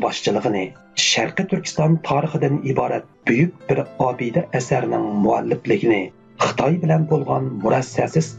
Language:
Uyghur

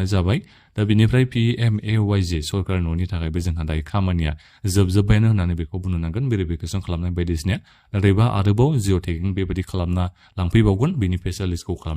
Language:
Bodo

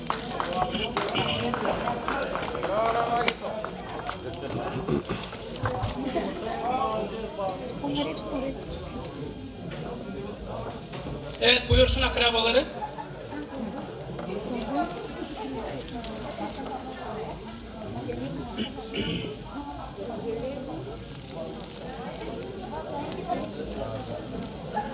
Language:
Turkish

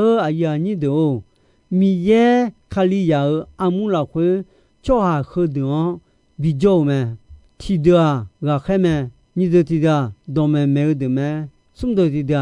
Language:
Akha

